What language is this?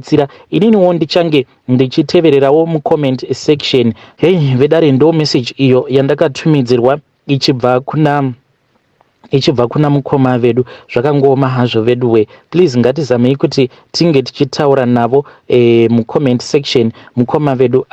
Shona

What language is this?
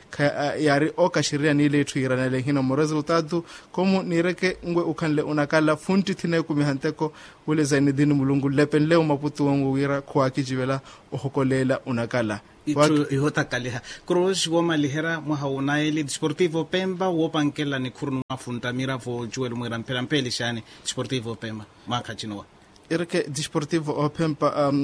Makhuwa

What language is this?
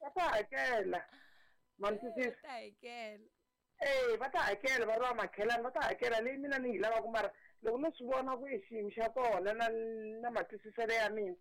Tsonga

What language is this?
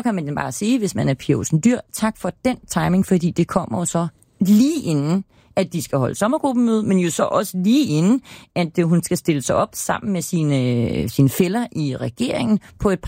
Danish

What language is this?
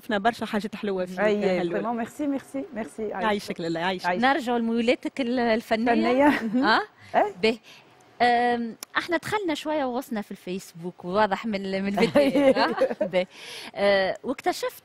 Tunisian Arabic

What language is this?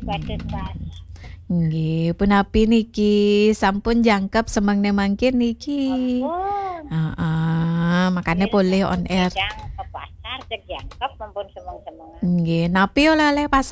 Balinese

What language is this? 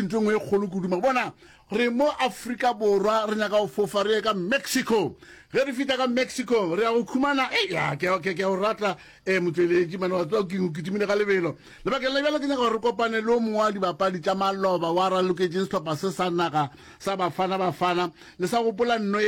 Northern Sotho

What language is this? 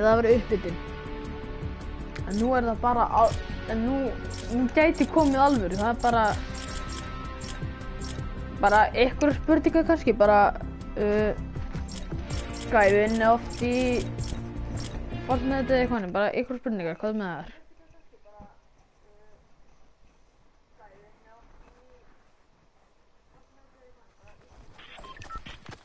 Icelandic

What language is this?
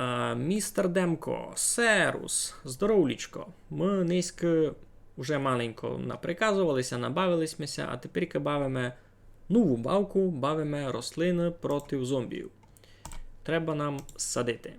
Rusyn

